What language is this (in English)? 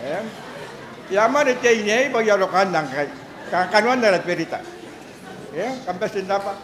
Gilbertese